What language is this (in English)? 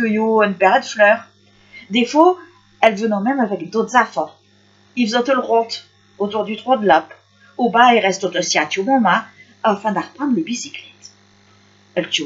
Picard